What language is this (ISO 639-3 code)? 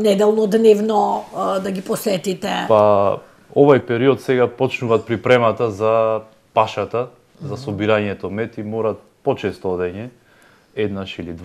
mkd